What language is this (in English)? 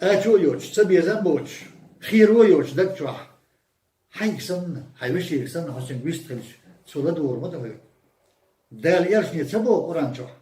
Chechen